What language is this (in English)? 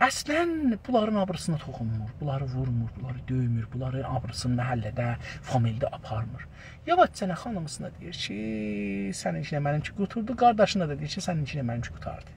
South Azerbaijani